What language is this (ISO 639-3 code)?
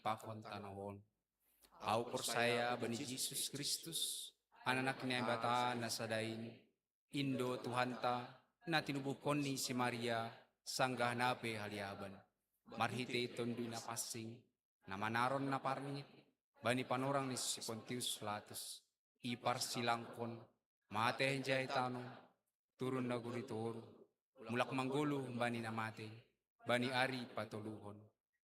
bts